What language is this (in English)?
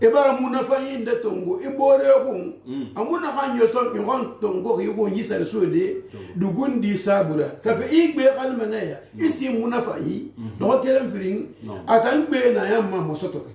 Susu